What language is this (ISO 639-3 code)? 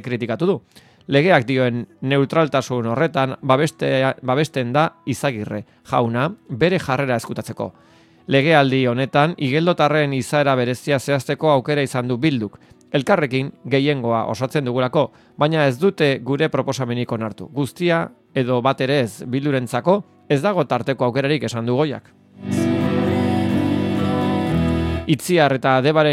eus